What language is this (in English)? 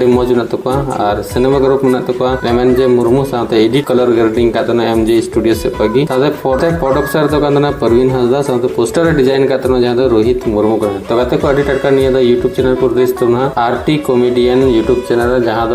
Santali